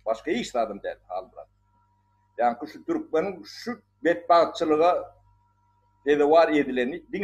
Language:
Turkmen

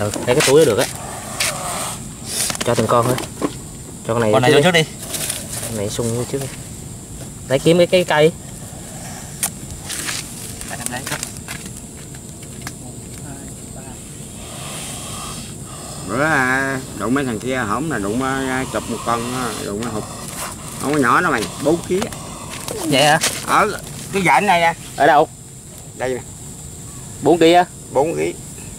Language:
Vietnamese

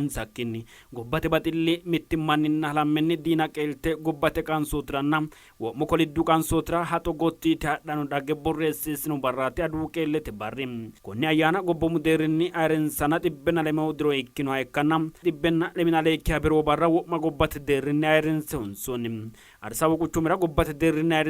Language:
Sidamo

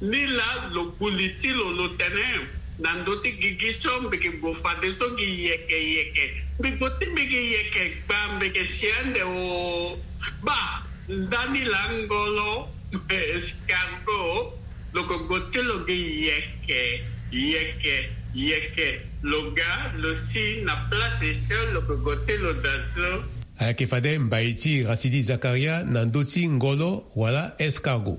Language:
Sango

